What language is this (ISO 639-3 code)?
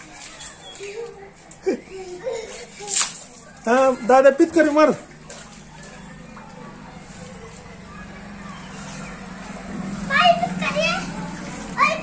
mar